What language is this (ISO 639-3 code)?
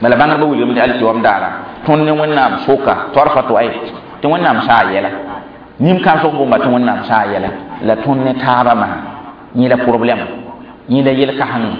mos